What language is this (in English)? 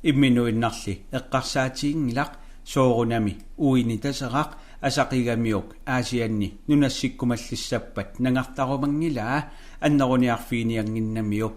Kalaallisut